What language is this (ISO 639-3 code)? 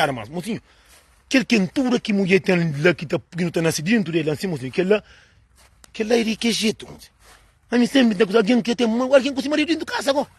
kea